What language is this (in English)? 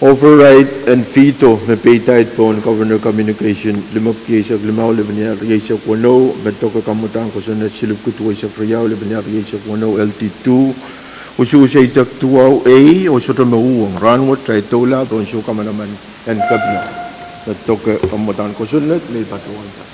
Pohnpeian